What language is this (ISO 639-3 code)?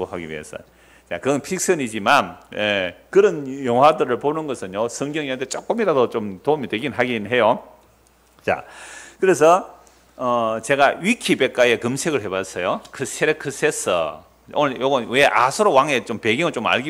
kor